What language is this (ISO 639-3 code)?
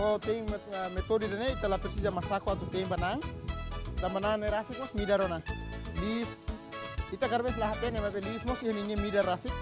tet